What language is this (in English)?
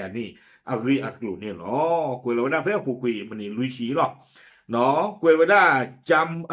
S'gaw Karen